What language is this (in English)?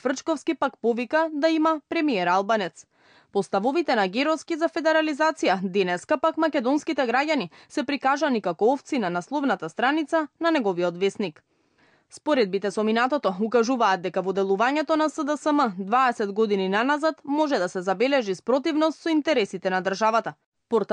Macedonian